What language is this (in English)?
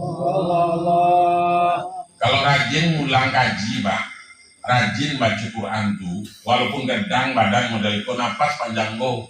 Minangkabau